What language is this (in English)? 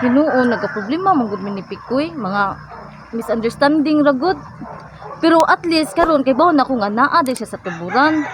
Cebuano